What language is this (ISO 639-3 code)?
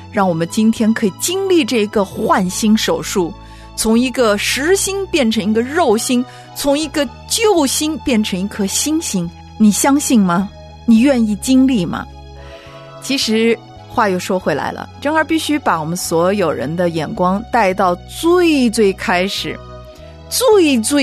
zho